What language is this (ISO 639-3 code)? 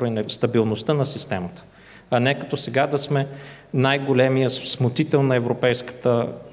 bul